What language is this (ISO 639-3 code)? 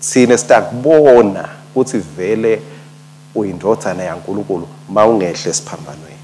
ssw